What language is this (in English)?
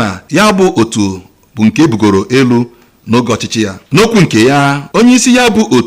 Igbo